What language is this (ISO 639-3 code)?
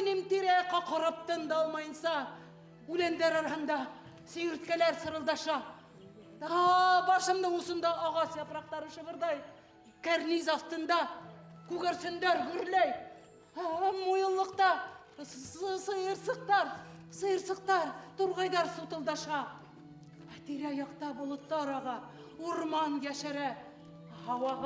bak